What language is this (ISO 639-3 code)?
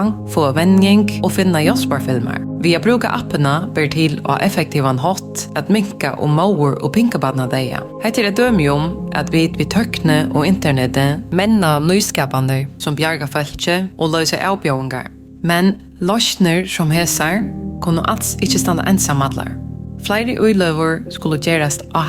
fao